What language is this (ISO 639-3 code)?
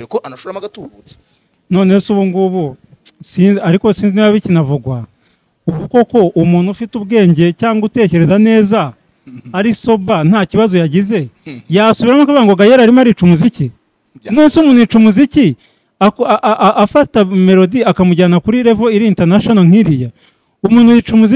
kin